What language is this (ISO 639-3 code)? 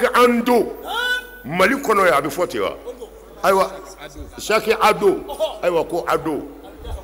bam